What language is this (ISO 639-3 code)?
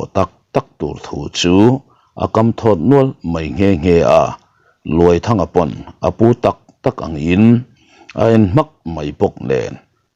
lus